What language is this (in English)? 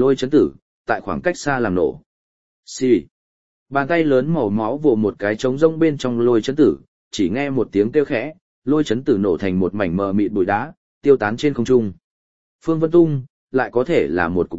Vietnamese